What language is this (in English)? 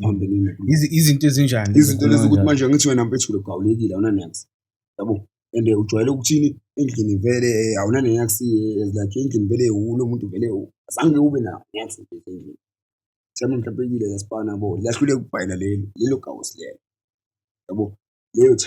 Zulu